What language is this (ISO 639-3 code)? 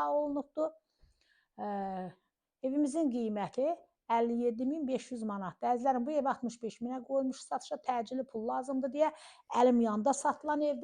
aze